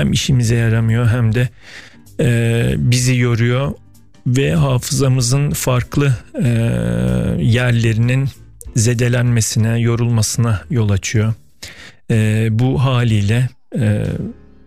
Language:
Turkish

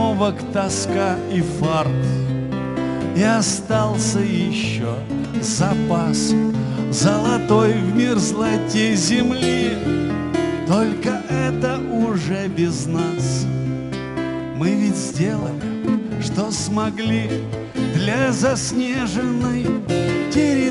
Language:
Russian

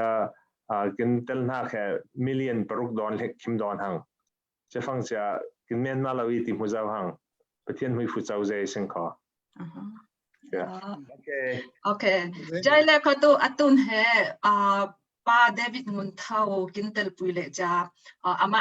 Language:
Falam Chin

